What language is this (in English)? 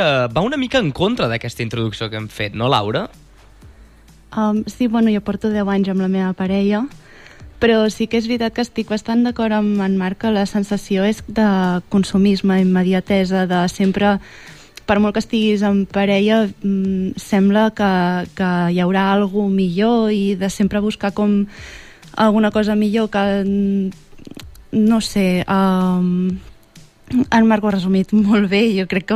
Catalan